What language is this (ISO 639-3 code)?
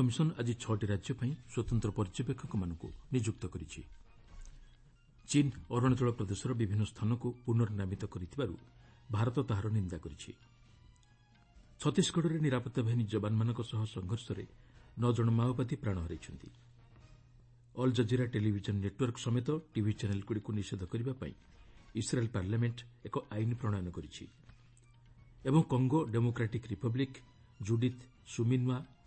ori